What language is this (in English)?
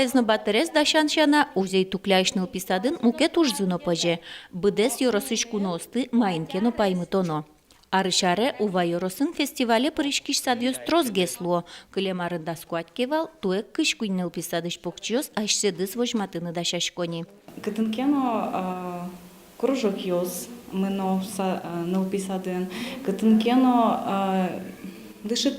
Udmurt